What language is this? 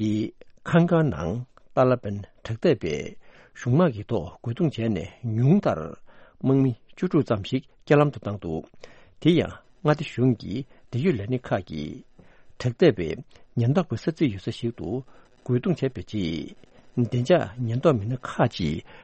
Tibetan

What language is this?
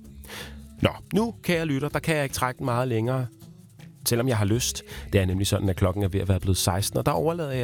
Danish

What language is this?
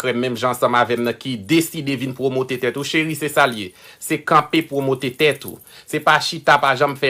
Haitian Creole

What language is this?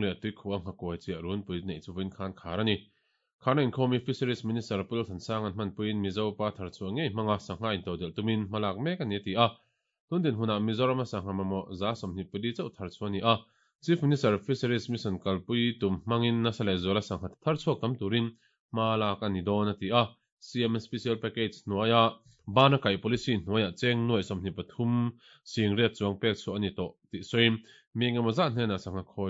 Mizo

